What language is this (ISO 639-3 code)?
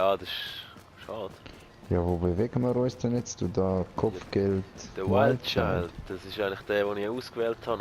gsw